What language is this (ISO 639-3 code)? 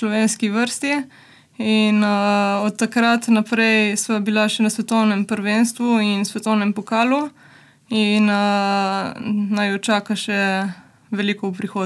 slv